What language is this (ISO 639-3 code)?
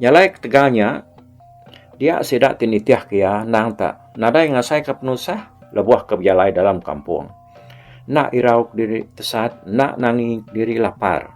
iba